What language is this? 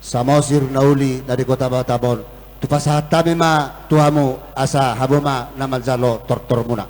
Batak Toba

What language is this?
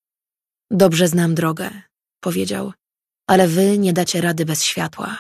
Polish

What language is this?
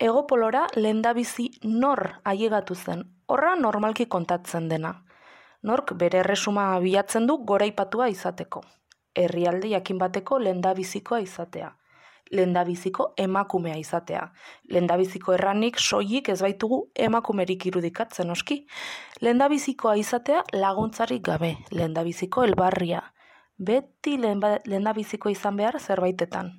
Basque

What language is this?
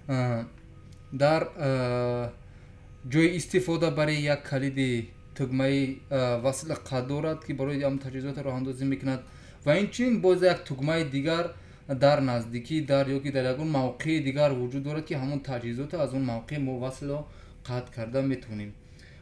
Tajik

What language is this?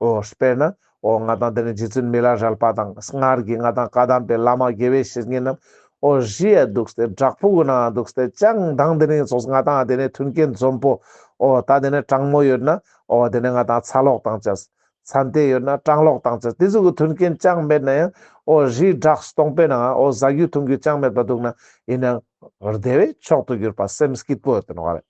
Ladakhi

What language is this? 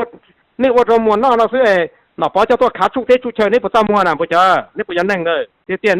Hmong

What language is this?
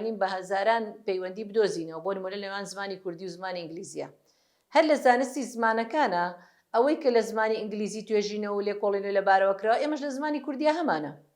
Central Kurdish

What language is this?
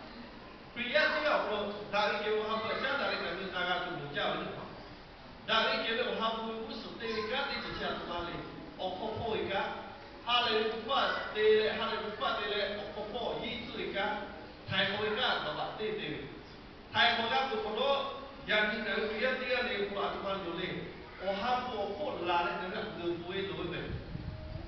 Lahu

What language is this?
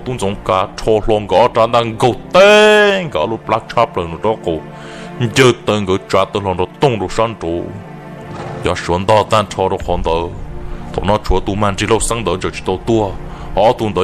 Hmong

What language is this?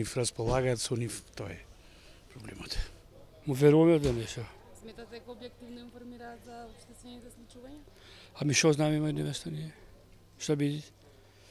Macedonian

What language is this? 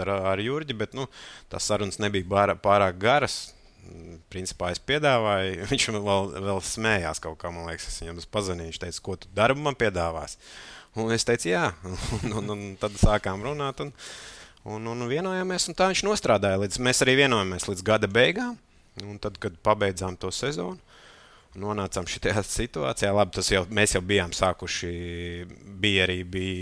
Latvian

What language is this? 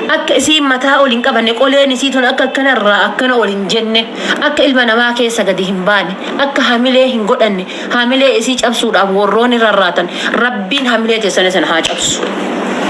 Oromo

